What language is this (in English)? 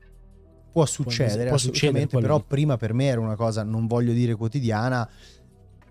Italian